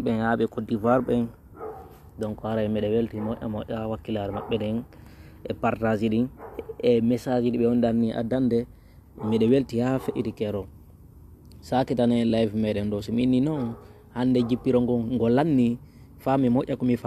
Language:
Fula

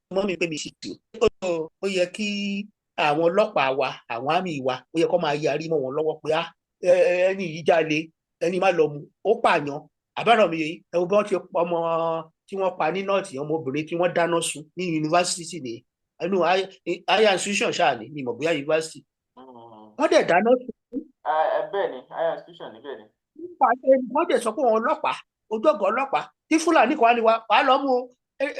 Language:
Yoruba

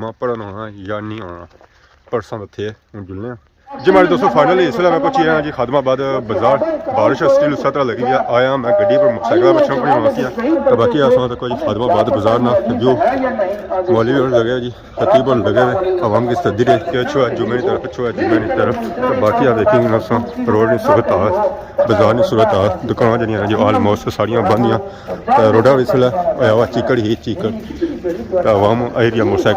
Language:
Pahari-Potwari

